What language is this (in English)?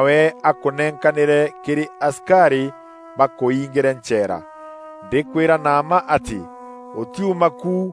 Meru